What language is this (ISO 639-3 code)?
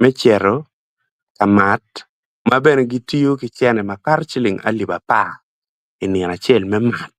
ach